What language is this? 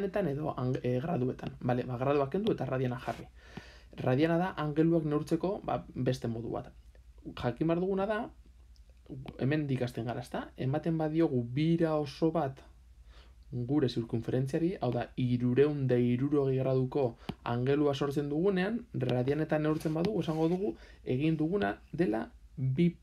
Basque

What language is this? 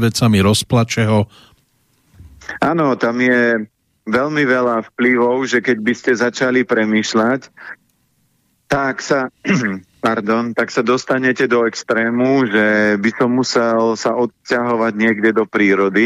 Slovak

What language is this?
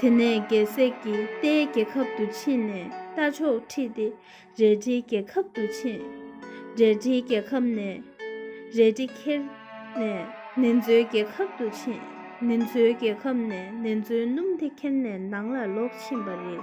Tibetan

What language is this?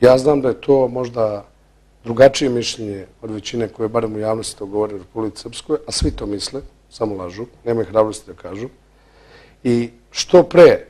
Bosnian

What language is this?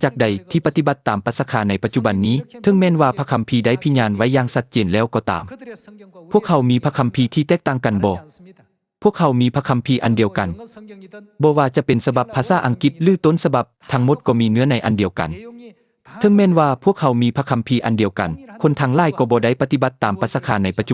Lao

